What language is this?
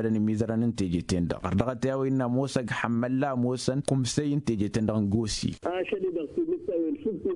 Tamasheq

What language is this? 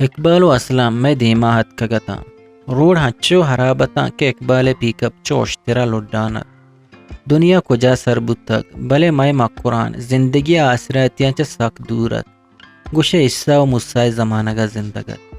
Eastern Balochi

